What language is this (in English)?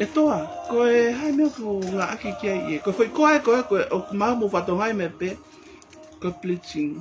Tongan